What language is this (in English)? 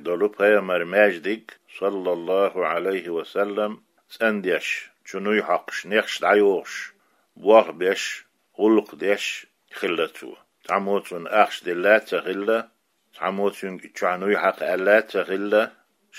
Chechen